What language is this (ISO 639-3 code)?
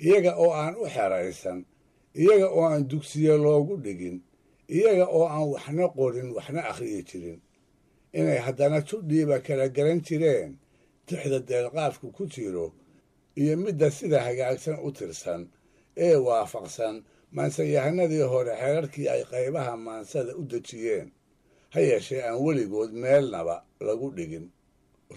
som